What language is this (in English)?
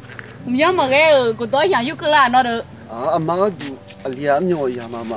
Akha